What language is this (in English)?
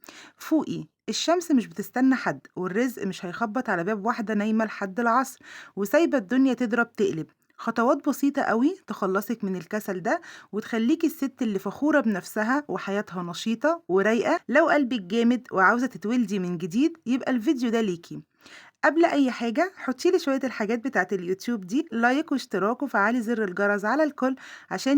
Egyptian Arabic